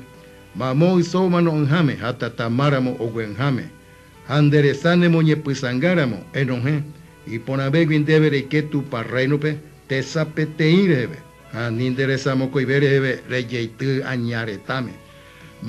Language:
Guarani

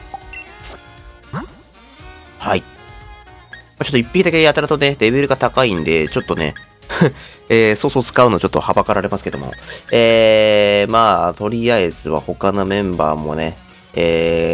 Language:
Japanese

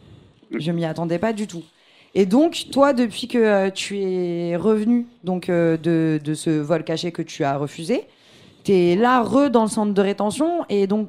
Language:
French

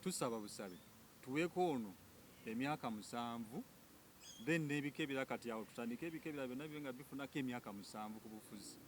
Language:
Ganda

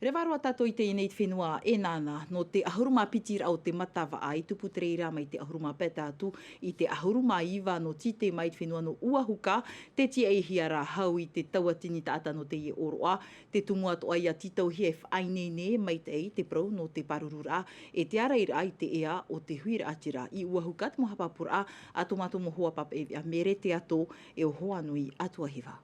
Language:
Tahitian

